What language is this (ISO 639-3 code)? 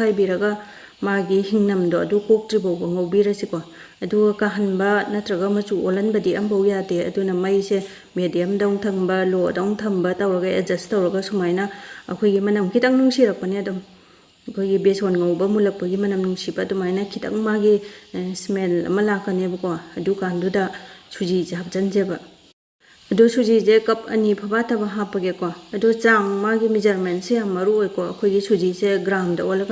mni